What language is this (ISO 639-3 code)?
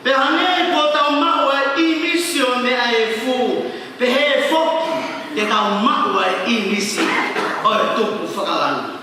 ton